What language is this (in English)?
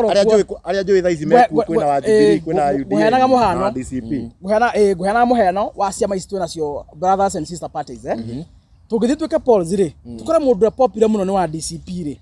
Kikuyu